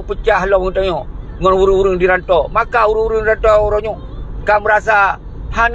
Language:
Achinese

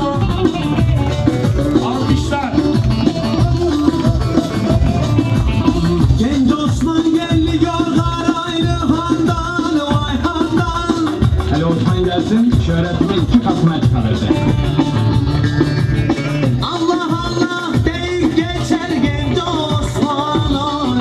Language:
Turkish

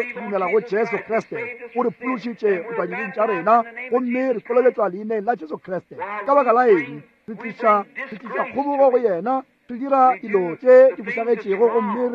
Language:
Northern Sotho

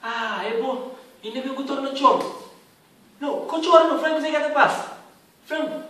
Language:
Kabuverdianu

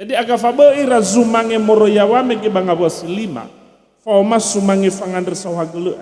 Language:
Nias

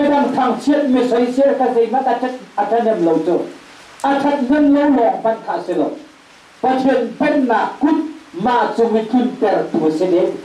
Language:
Hakha Chin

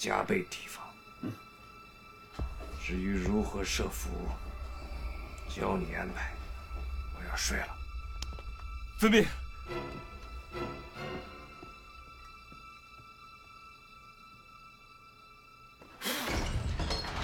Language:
Chinese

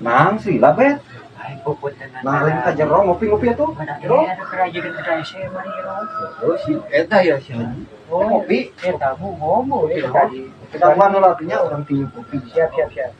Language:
Sundanese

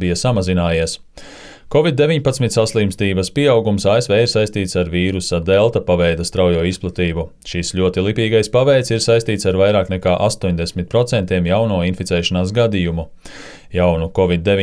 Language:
Latvian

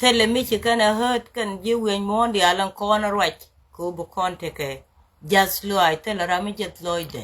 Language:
Nuer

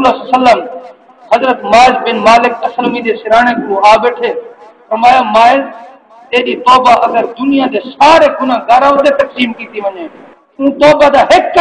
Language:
Saraiki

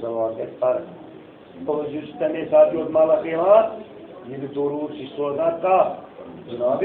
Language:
Kashmiri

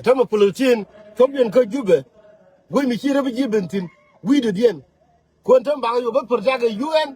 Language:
Nuer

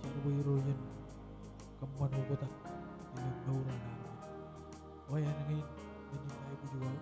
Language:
Marshallese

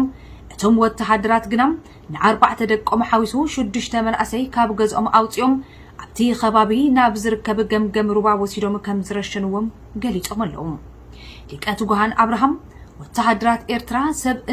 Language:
Tigrinya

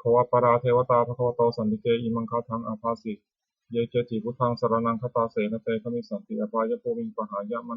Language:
Pali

